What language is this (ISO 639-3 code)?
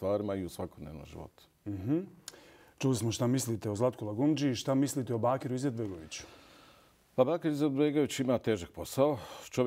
bos